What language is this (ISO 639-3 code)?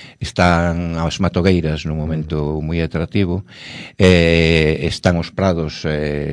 glg